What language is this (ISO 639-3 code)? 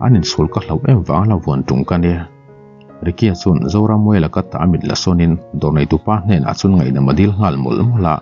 lus